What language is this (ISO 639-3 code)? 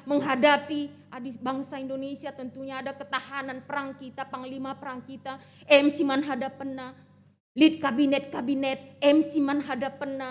btx